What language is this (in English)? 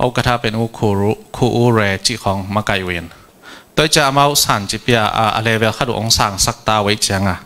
Tedim Chin